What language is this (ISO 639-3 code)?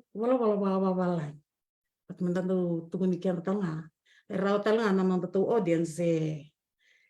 fij